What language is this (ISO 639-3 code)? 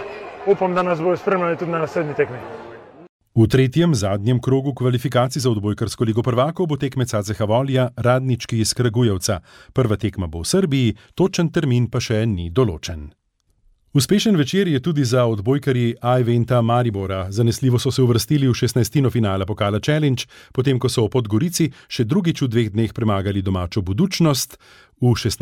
slv